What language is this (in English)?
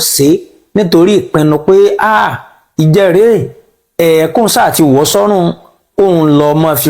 Yoruba